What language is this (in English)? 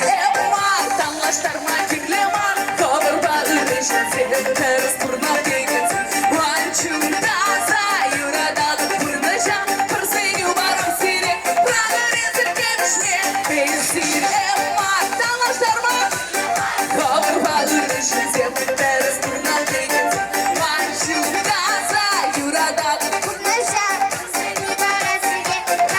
Chuvash